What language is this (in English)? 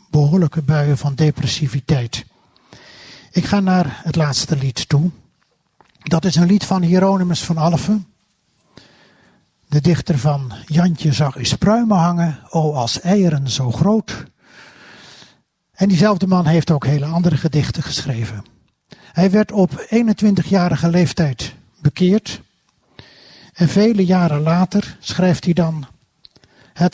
Dutch